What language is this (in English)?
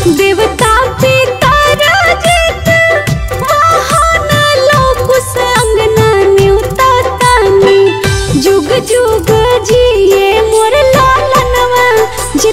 Bhojpuri